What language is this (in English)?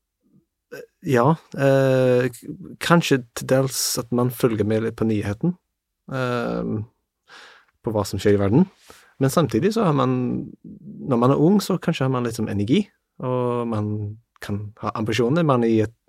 Norwegian